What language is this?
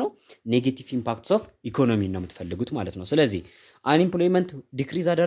Amharic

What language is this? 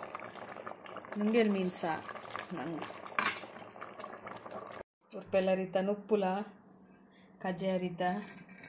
Tulu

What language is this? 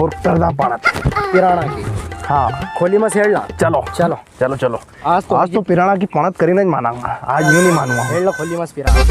Rajasthani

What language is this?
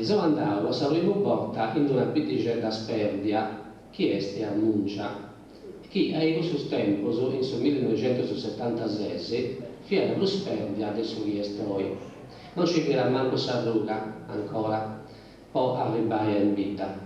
Sardinian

